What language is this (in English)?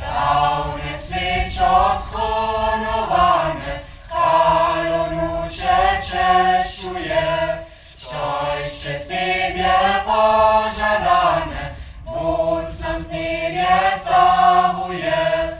Upper Sorbian